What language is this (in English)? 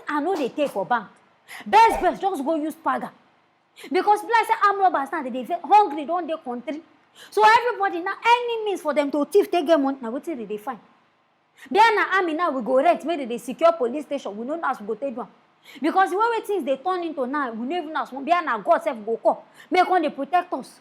Nigerian Pidgin